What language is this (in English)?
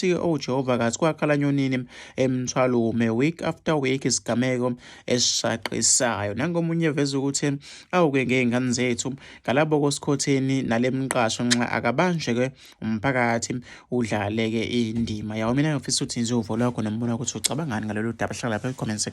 Zulu